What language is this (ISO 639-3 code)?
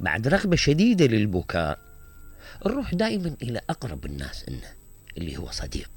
acm